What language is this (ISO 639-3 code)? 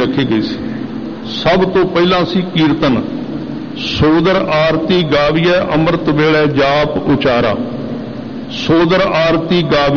pan